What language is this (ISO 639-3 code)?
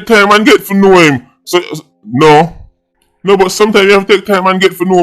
jam